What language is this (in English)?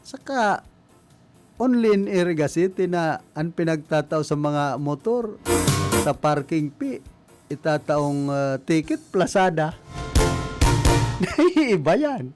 Bikol